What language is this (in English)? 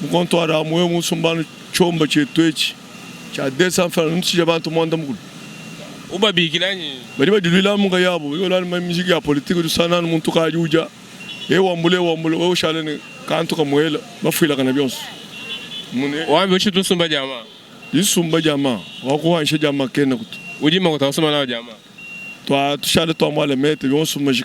Luba-Lulua